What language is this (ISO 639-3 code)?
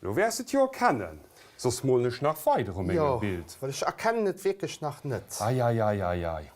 ltz